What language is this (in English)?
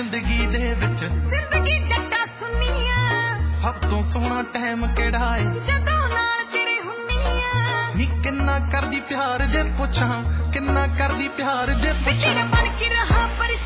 Punjabi